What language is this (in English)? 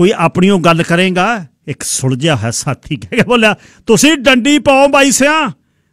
Punjabi